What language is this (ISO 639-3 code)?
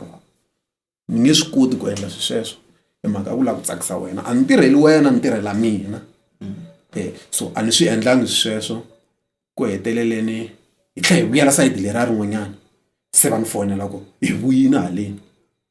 tso